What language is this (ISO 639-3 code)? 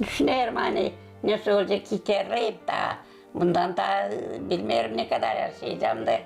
gag